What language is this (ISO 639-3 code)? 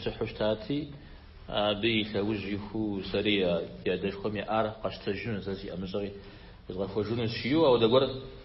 kbd